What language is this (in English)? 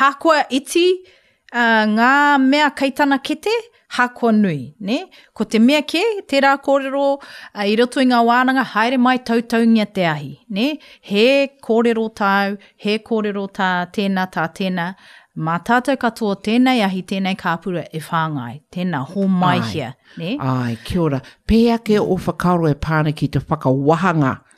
Māori